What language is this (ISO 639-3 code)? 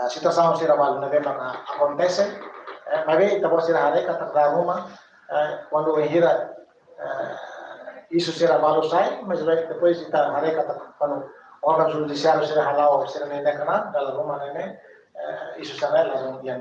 tet